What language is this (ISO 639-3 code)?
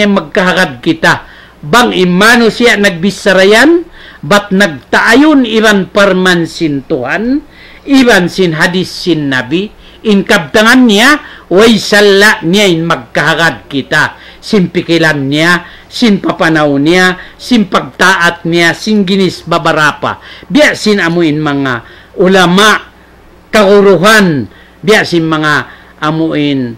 tsg